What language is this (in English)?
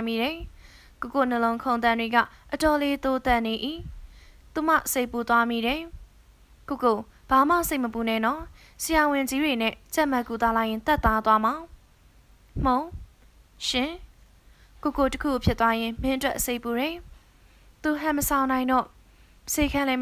Burmese